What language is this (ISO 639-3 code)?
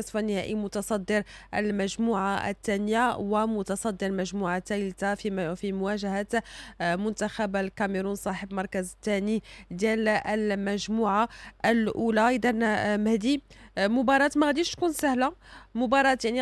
ary